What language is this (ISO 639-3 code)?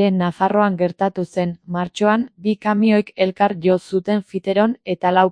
eus